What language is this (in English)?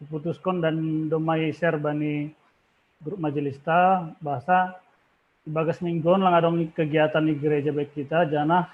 Batak Simalungun